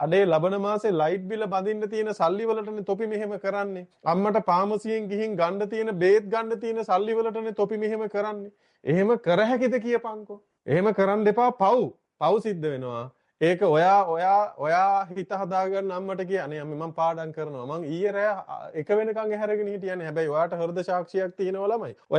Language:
Sinhala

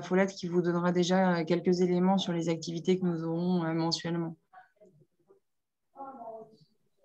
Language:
French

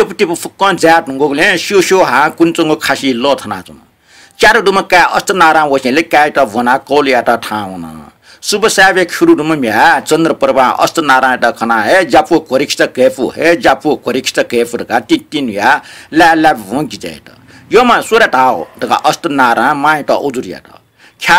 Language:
Newari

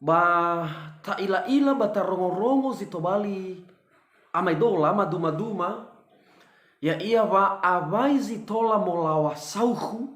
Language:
Nias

